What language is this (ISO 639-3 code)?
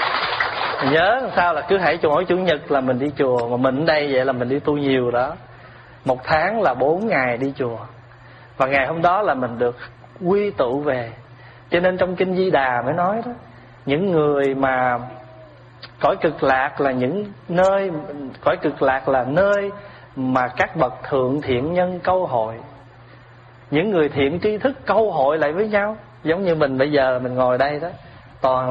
vie